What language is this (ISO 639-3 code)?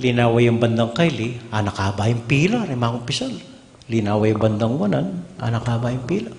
pam